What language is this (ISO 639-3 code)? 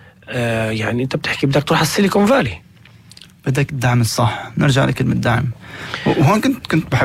apc